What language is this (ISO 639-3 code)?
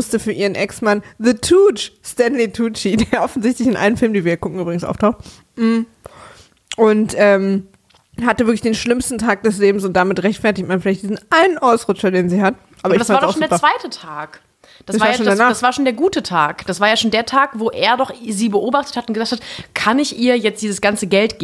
deu